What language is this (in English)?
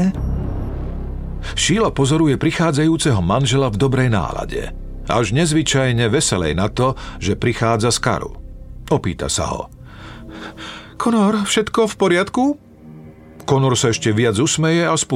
Slovak